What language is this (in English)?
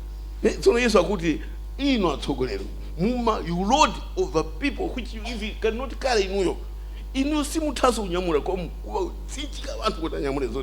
Nyanja